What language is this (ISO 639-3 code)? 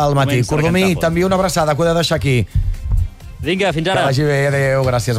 cat